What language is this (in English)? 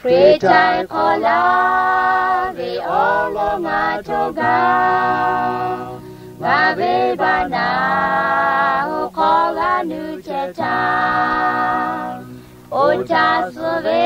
Lahu